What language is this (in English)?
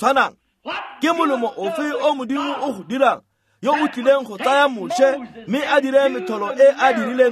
Tswana